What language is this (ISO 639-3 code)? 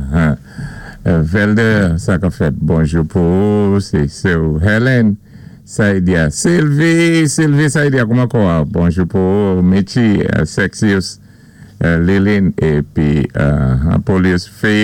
acf